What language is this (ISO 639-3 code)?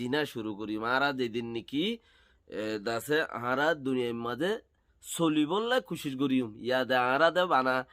rhg